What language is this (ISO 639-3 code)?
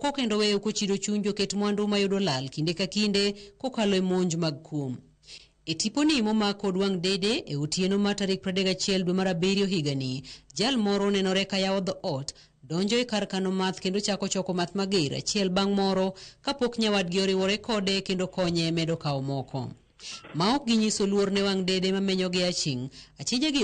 luo